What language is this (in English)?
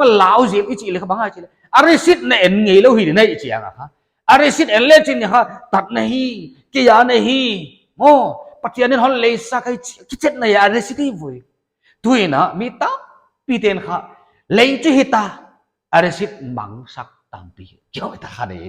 Paite Chin